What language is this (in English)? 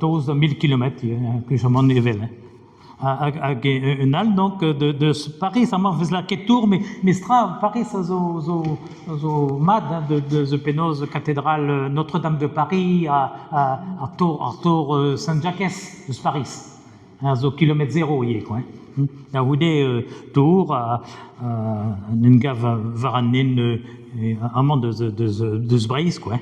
Breton